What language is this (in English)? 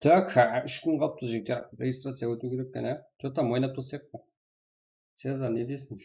Kara-Kalpak